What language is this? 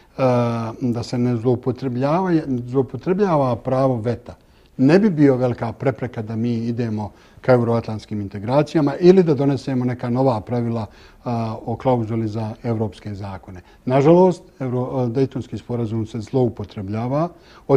Bosnian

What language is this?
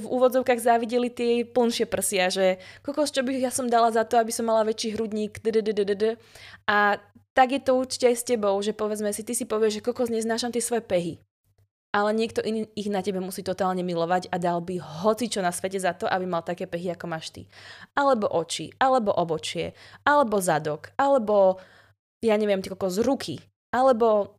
Slovak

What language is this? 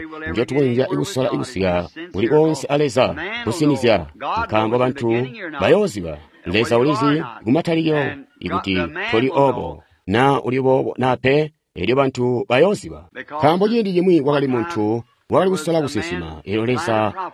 Tonga (Zambia)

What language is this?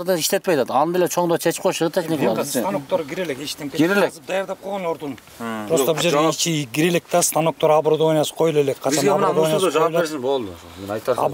Kyrgyz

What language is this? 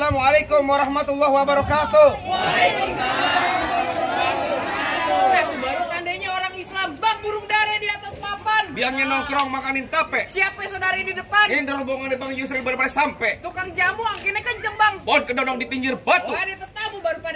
Betawi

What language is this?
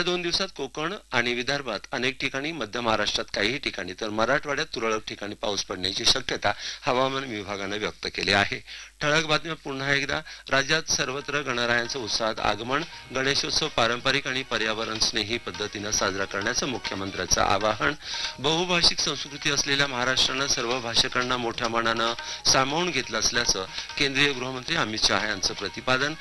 Marathi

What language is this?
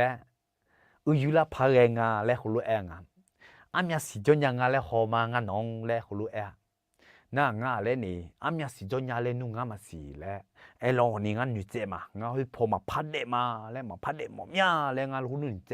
Akha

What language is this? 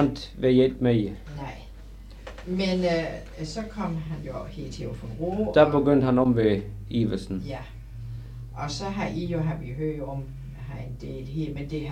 Danish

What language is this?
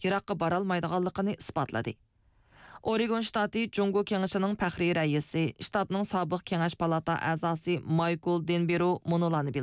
Uyghur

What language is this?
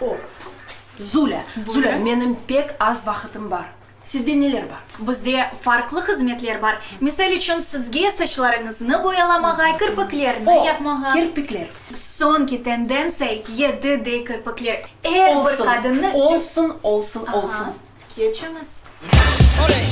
Crimean Tatar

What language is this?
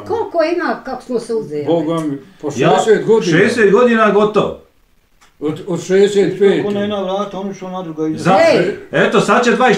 Bosnian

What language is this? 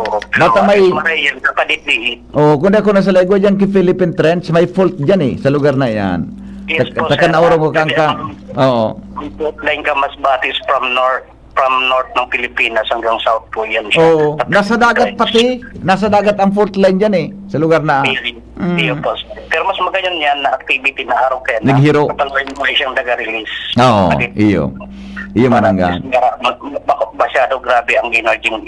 Bikol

